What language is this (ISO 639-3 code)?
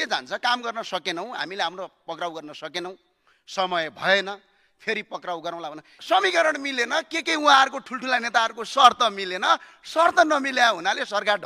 nep